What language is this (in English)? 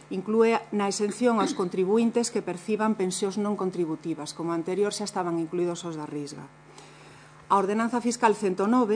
Galician